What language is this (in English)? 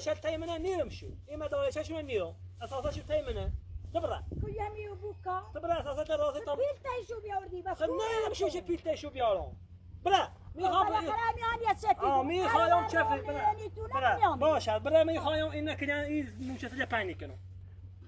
Persian